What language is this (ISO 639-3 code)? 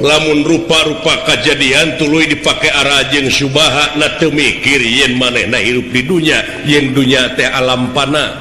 sun